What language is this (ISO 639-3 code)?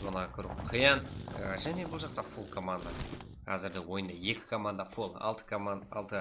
kaa